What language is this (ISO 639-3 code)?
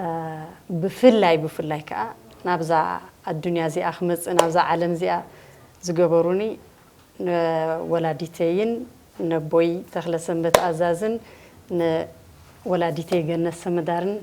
tir